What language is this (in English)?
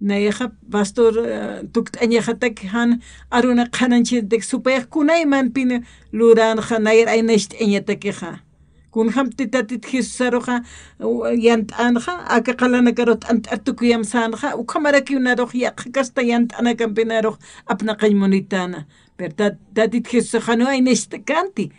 Aymara